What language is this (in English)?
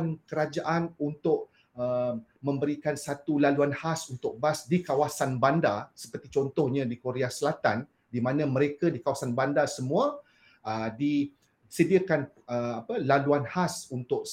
Malay